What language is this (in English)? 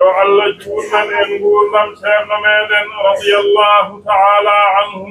Fula